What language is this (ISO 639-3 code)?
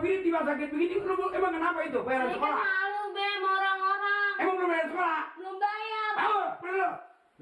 bew